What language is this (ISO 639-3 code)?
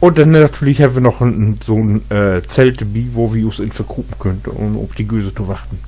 nds